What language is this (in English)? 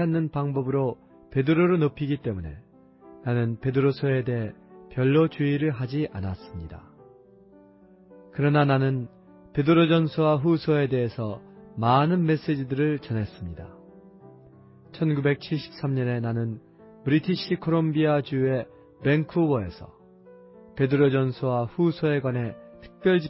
Korean